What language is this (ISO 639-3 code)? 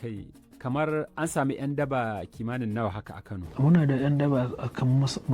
hau